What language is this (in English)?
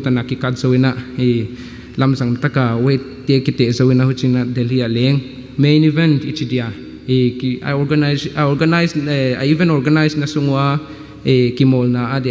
Tedim Chin